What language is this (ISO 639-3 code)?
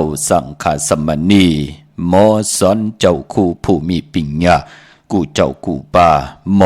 shn